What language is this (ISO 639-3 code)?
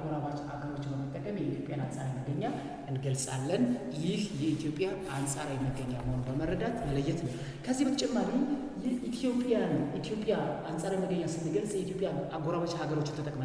amh